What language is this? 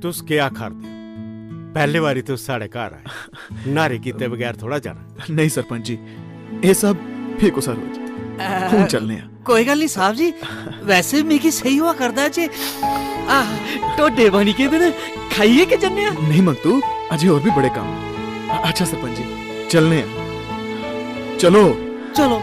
Dogri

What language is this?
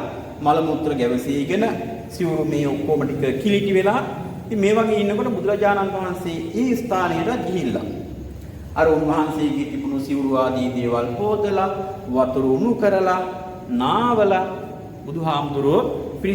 Sinhala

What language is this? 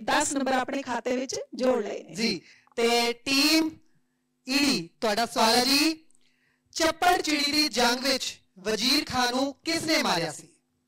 Punjabi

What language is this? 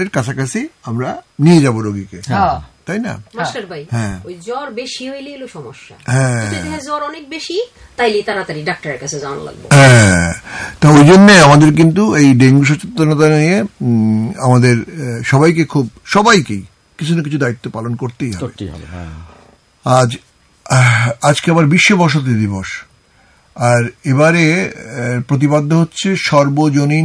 Bangla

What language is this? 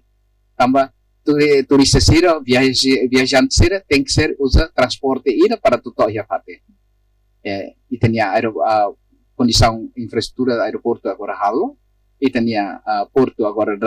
Tetum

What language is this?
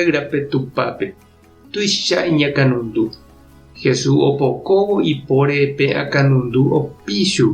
Guarani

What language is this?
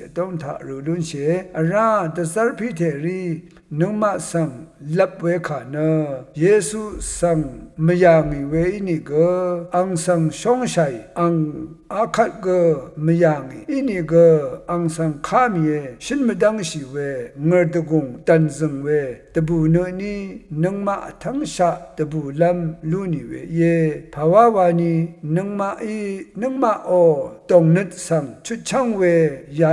Rawang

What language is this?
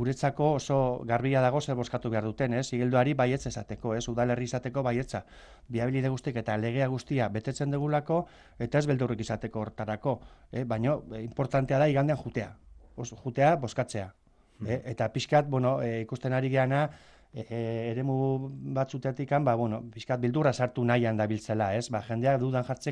Basque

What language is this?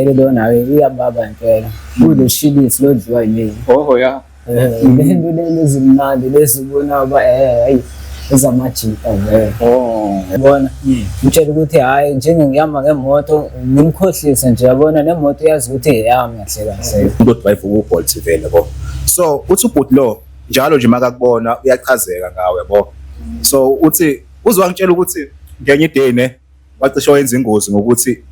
Zulu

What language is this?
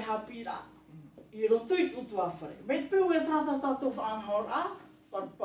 Tahitian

